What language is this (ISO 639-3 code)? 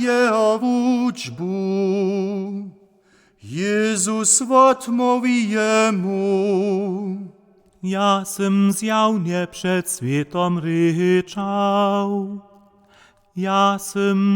hsb